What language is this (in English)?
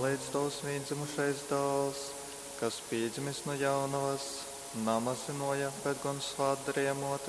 Latgalian